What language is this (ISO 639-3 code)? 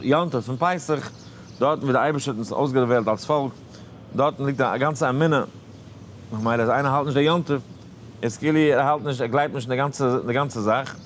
yid